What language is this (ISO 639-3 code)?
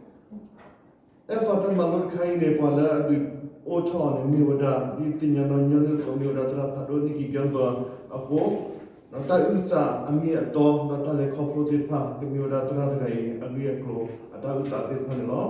ksw